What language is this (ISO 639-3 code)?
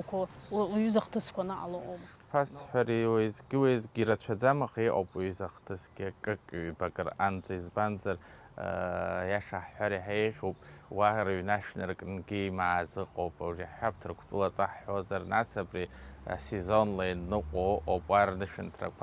abk